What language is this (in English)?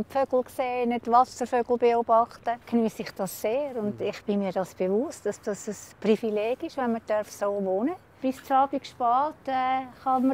Swiss German